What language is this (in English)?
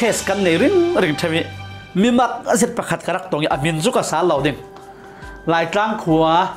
Falam Chin